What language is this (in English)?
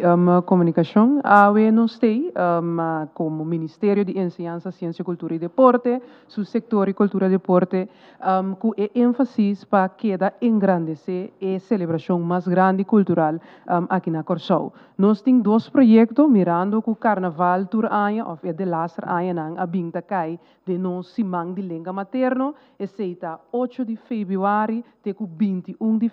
Papiamento